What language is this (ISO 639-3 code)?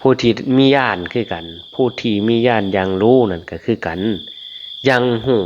lao